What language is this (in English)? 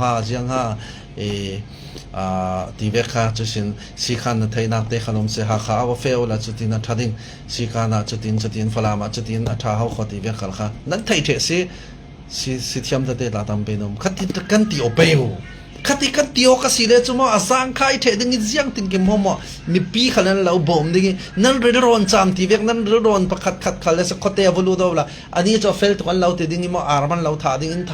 Falam Chin